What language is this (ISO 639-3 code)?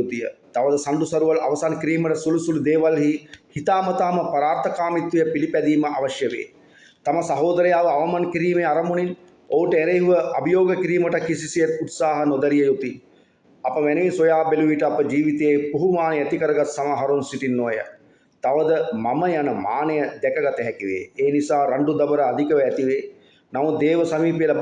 sin